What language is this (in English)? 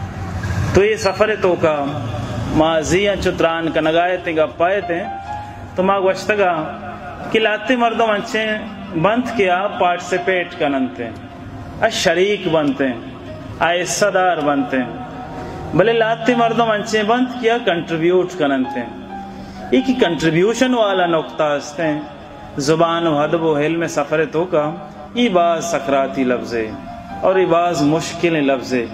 Baluchi